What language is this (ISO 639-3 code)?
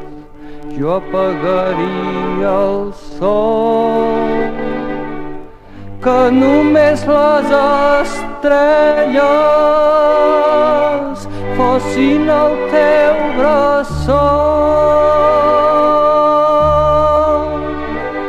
cat